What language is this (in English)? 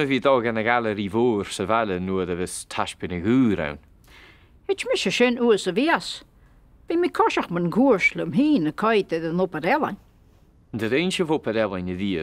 Scottish Gaelic